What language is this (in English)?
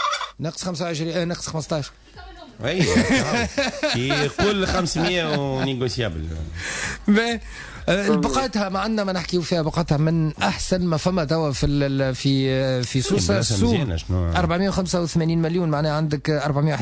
Tunisian Arabic